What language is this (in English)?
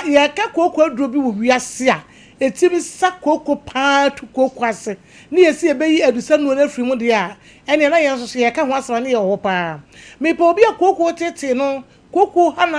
Akan